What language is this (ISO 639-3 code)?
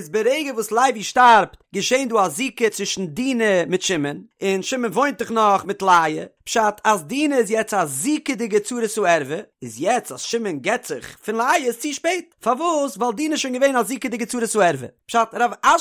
yid